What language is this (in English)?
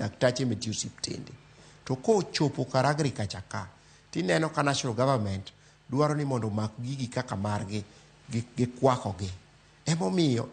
Luo (Kenya and Tanzania)